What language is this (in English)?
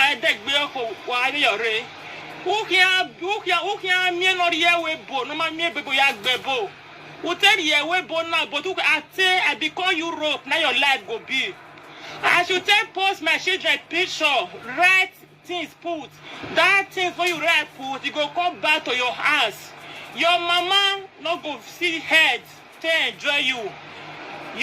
Nigerian Pidgin